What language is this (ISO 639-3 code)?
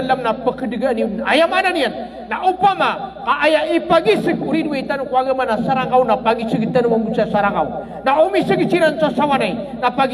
mrw